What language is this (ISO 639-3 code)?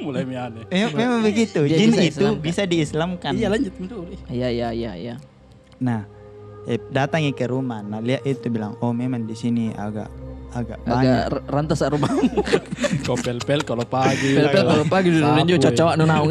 mfp